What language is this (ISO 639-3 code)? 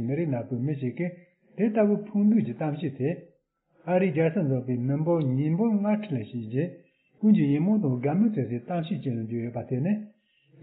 bod